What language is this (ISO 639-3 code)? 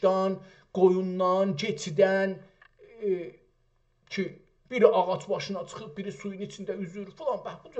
azb